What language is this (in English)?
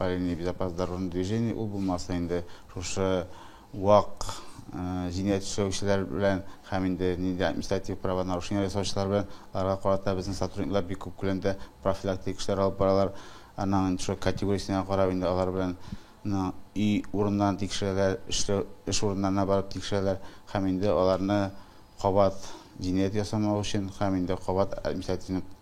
Tatar